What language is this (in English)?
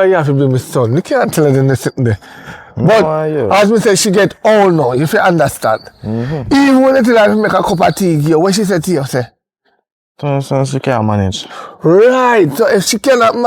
Jamaican Creole English